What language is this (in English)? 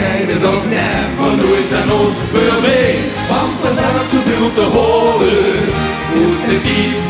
Limburgish